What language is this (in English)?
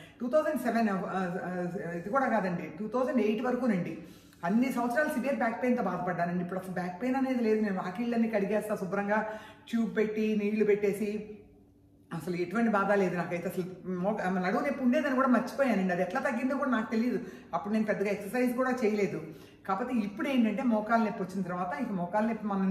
Telugu